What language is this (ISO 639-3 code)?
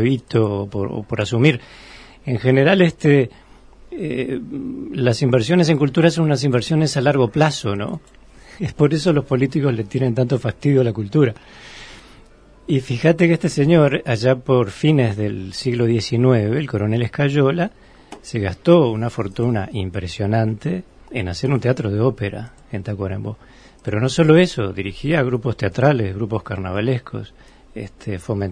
spa